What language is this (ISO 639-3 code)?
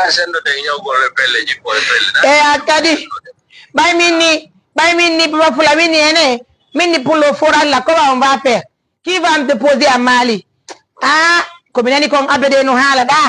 ful